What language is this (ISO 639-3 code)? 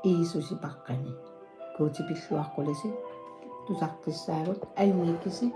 kal